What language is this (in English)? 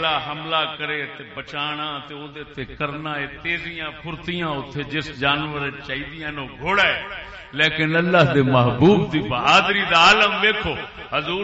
Saraiki